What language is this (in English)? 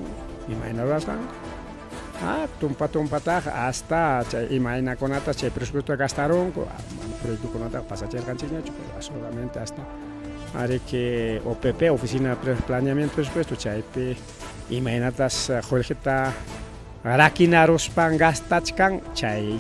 Ayacucho Quechua